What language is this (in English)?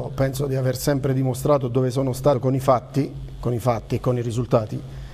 Italian